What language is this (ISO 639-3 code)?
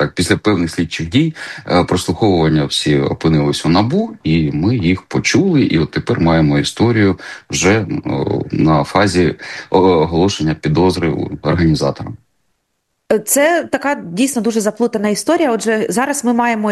ukr